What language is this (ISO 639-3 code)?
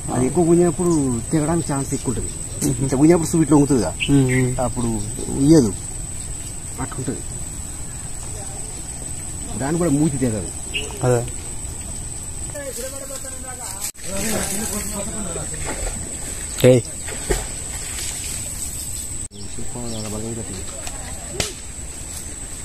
tel